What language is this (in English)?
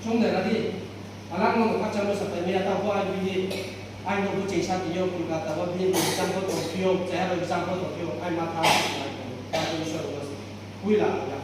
Riang (India)